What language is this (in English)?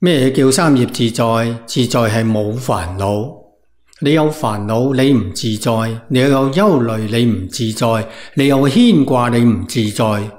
Cantonese